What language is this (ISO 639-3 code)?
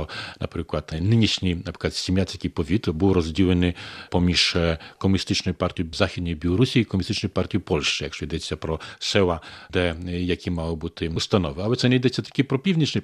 ukr